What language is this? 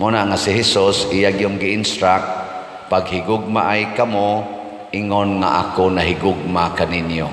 Cebuano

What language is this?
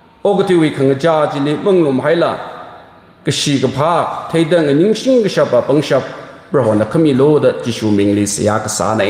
Tangkhul Naga (India)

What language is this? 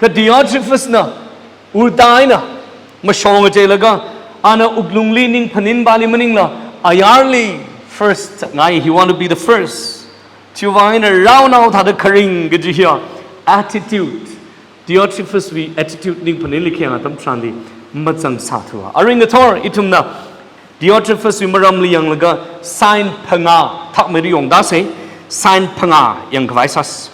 Tangkhul Naga (India)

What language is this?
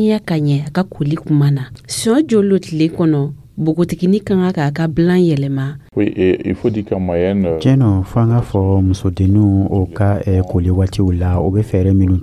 Dyula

